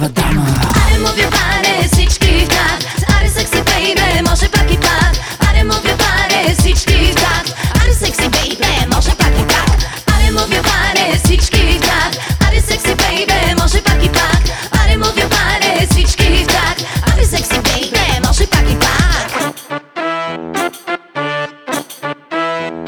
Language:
Bulgarian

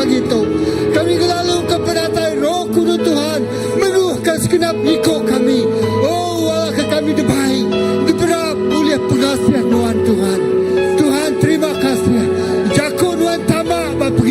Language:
Iban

